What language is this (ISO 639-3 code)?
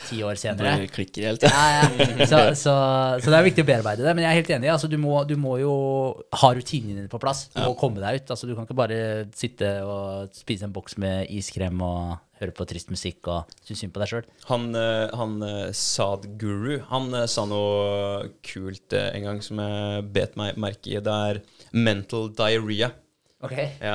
nor